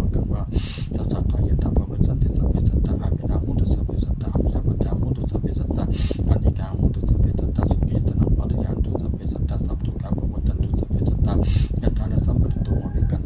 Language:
Pali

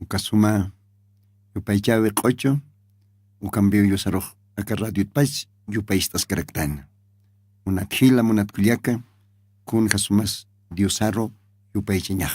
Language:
Aymara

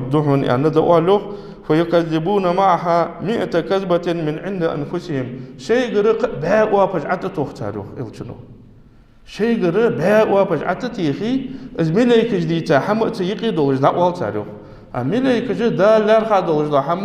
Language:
Ingush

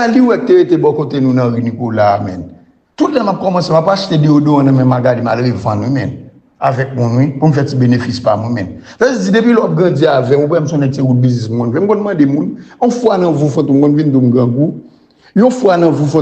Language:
Haitian Creole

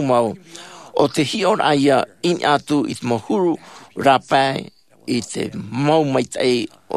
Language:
Tahitian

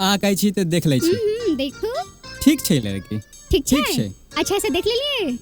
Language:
Maithili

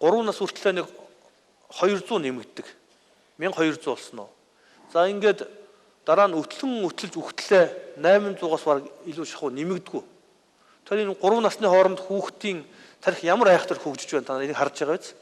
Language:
Mongolian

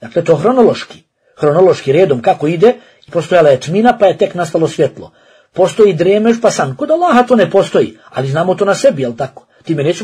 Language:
Bosnian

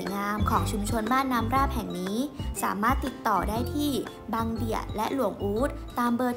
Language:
Thai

